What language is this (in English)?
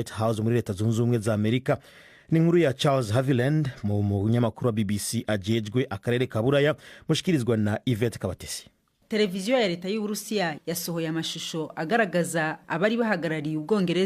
Rundi